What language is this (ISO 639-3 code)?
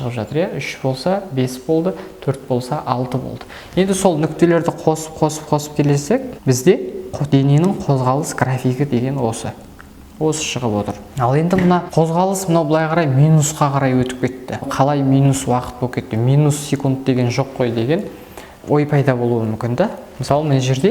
kaz